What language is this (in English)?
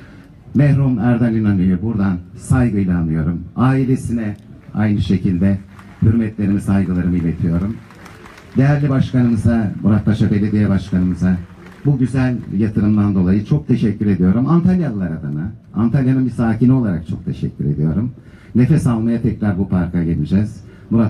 Turkish